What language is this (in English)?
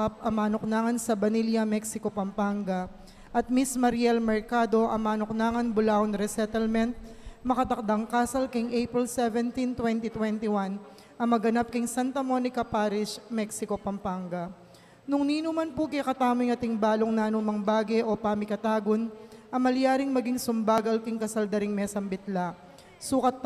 Pampanga